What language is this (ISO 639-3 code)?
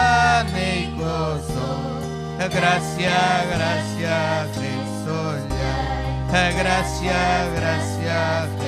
quy